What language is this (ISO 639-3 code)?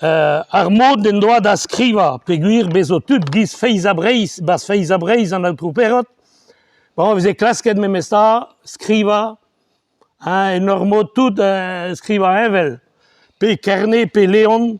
bre